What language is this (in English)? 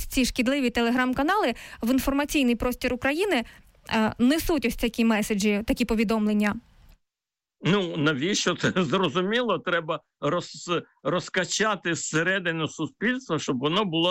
Ukrainian